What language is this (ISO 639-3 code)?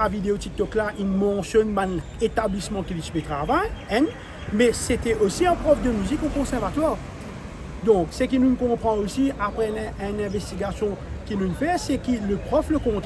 mfe